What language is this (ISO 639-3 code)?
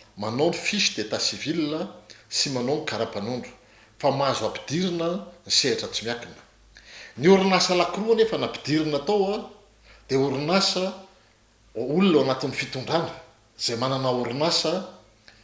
mlg